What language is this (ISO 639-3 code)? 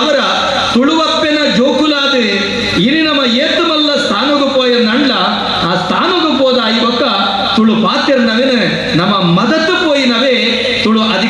tcy